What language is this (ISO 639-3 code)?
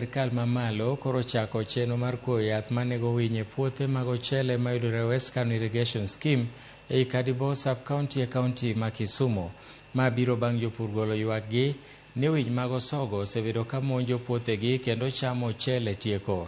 luo